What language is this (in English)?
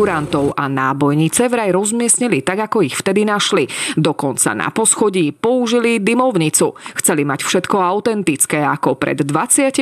Slovak